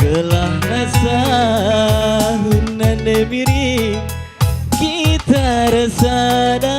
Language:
Batak Karo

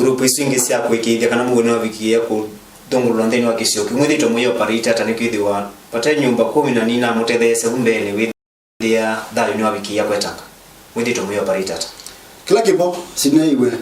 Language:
Kamba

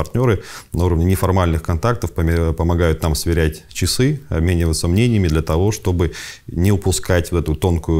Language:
Russian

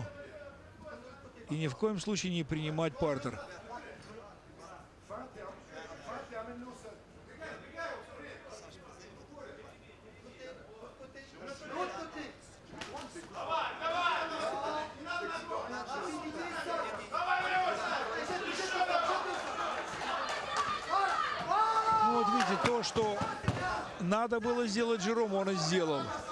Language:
Russian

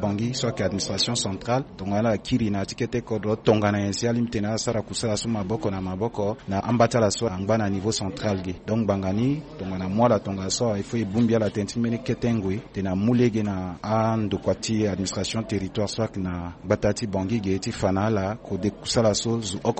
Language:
Sango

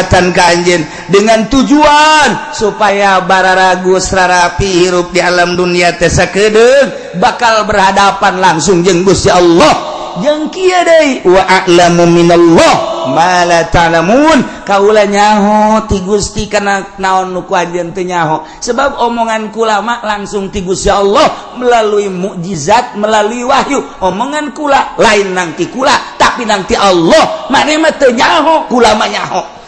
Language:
Sundanese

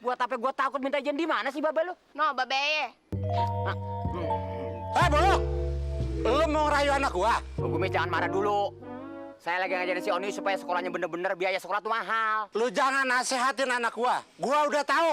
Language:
Betawi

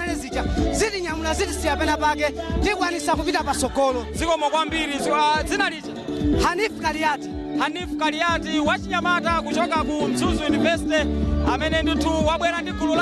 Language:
Nyanja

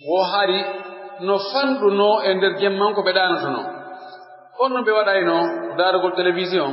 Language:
Pular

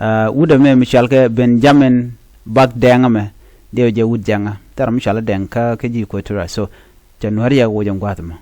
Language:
Nuer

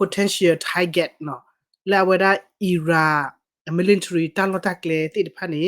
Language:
S'gaw Karen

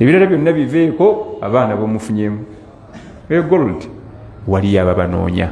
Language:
Ganda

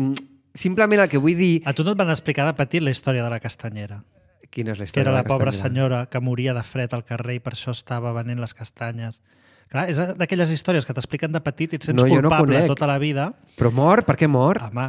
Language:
Catalan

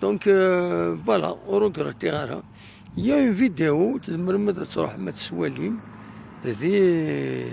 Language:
Kabyle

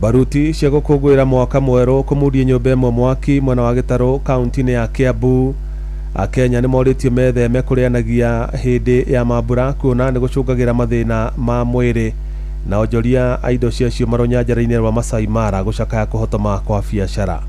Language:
Kikuyu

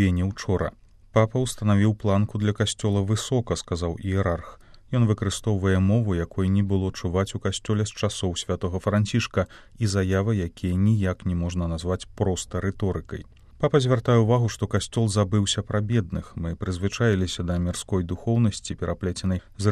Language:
Belarusian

